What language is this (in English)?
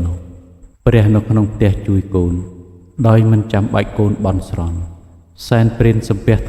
Khmer